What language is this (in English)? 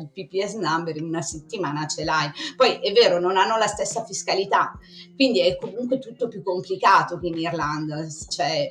Italian